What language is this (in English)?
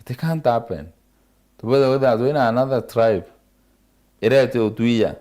Meru